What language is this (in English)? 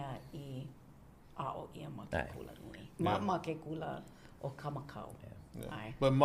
Hawaiian